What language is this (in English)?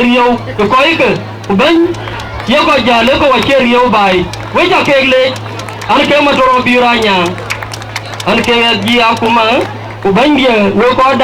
Dinka